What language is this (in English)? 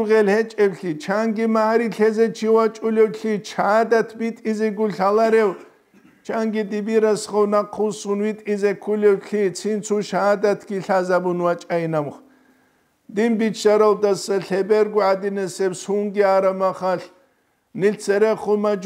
Avaric